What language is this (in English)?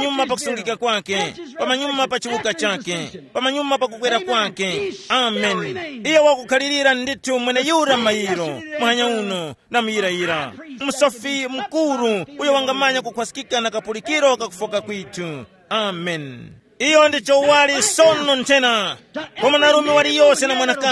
Tumbuka